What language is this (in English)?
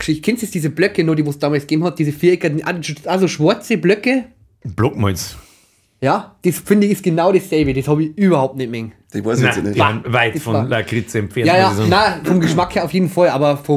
Bavarian